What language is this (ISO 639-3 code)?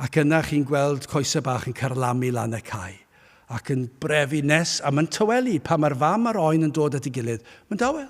cym